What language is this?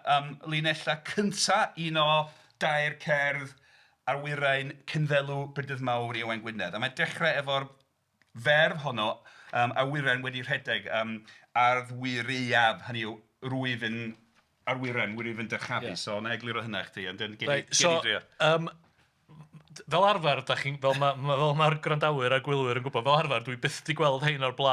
Welsh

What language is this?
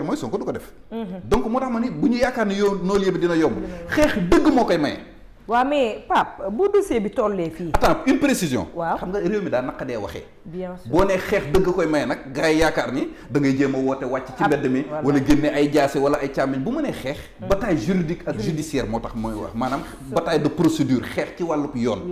Wolof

